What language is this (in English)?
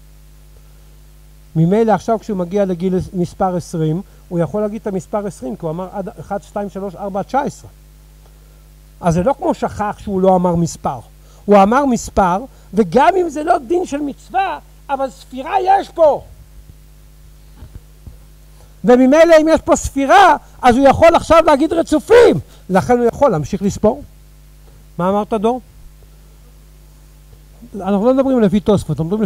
Hebrew